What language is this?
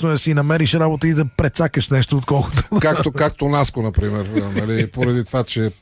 Bulgarian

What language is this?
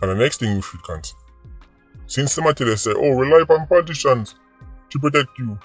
Jamaican Creole English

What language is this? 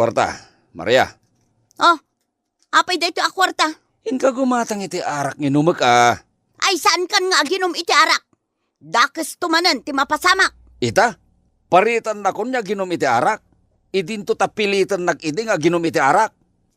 Iloko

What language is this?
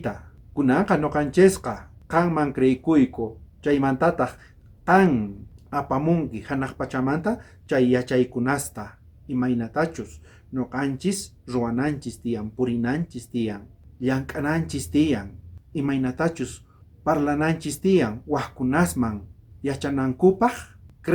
South Bolivian Quechua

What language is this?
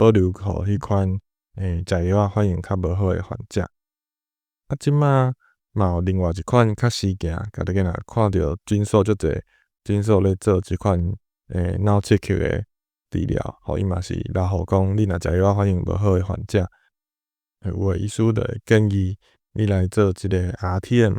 Min Nan Chinese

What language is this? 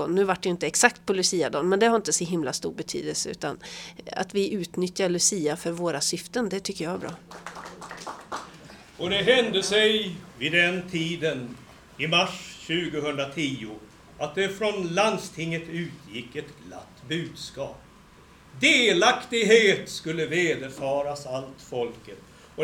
Swedish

